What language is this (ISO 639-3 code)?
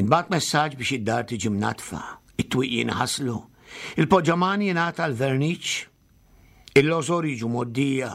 mlt